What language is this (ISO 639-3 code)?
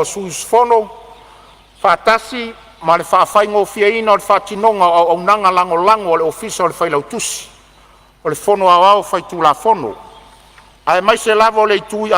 smo